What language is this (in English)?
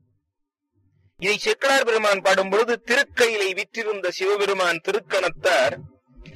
Tamil